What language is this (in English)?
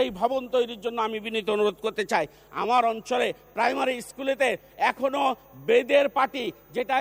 Bangla